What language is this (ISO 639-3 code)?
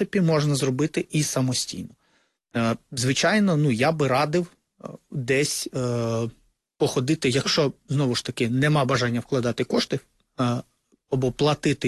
ukr